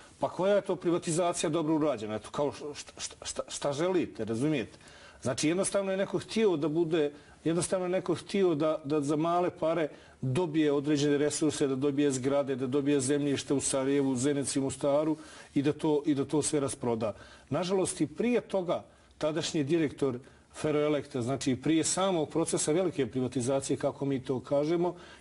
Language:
Bosnian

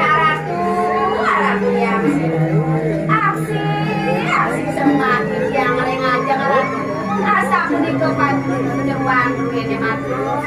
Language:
Balinese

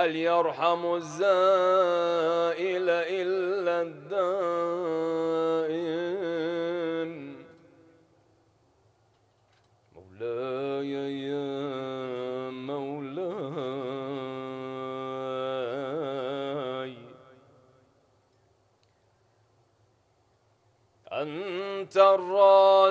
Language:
Arabic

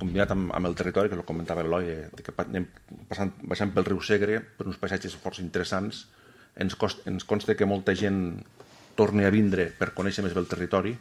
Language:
Catalan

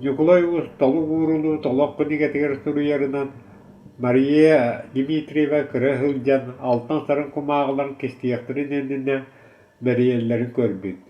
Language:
Yakut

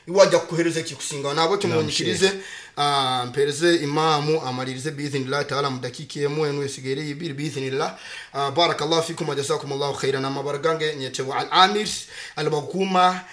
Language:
Nyoro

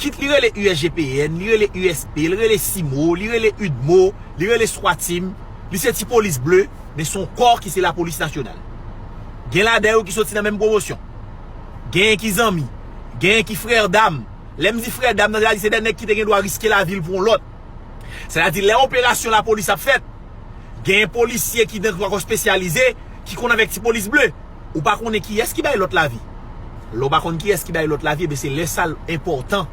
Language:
Haitian Creole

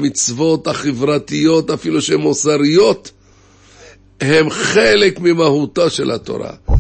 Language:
Hebrew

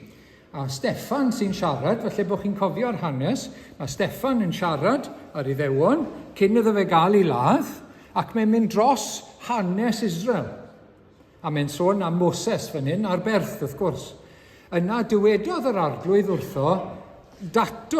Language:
Welsh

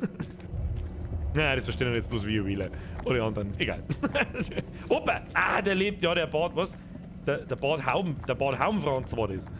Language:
Bavarian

